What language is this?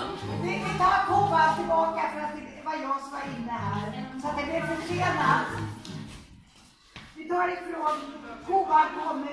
Swedish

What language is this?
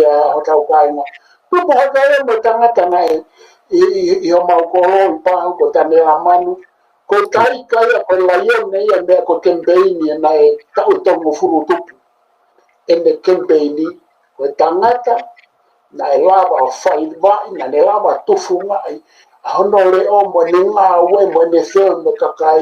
Tongan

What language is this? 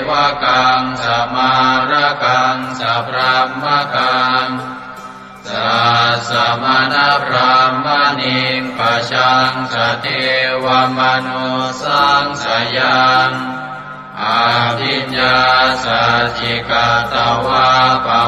Pali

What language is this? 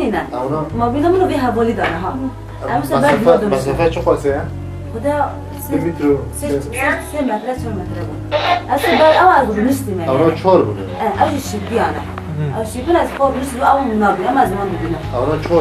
Kurdish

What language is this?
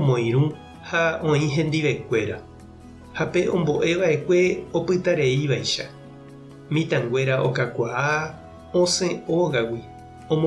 Guarani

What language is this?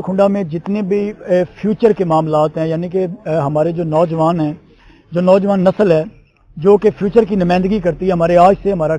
Urdu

